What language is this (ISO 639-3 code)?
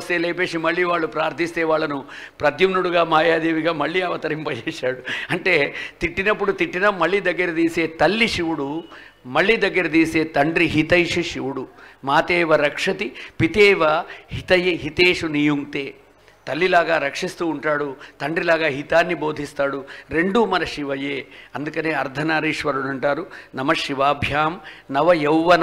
tel